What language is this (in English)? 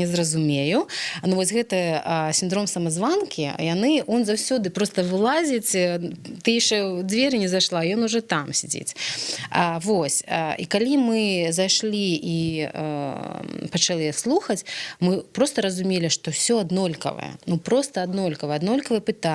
Belarusian